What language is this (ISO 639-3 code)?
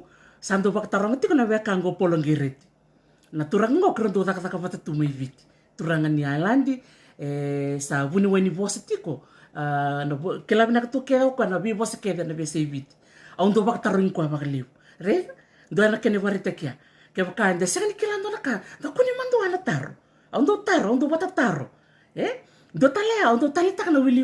fij